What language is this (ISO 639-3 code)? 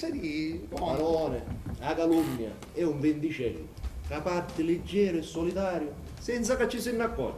scn